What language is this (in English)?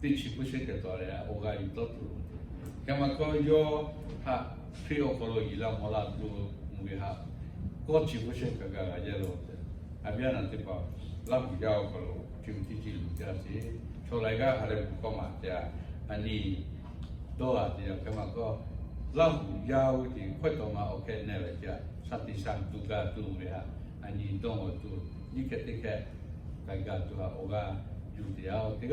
Lahu